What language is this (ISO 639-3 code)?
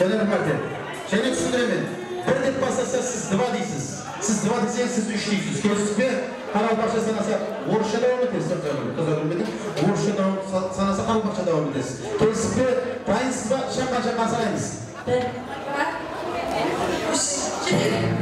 kaa